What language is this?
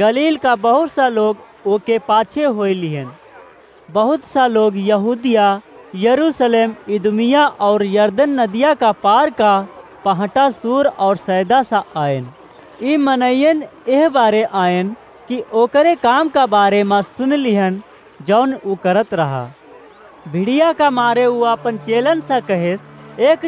Awadhi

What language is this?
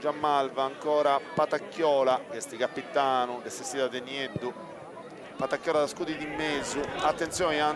Sardinian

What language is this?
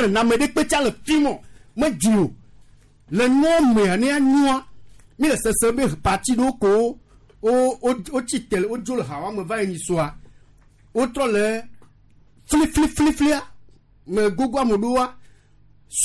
Gen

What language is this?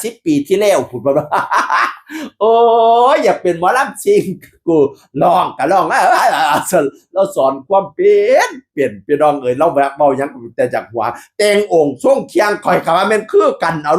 Northeastern Thai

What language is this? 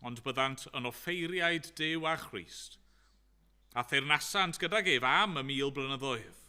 Welsh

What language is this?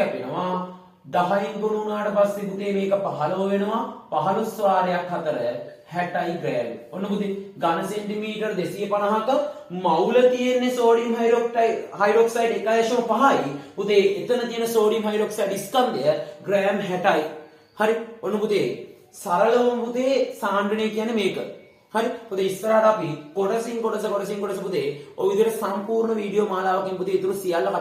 Sinhala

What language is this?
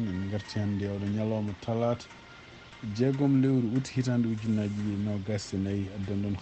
Fula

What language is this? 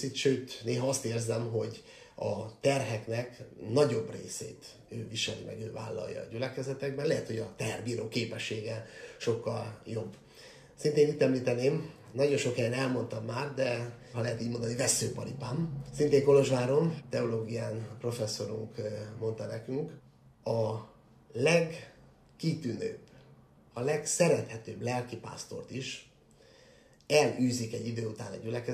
Hungarian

